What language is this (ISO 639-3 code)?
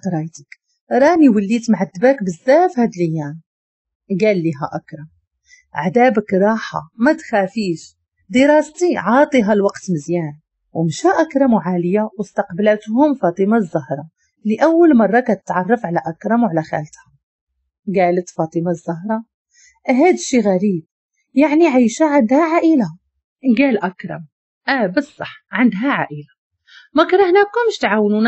ary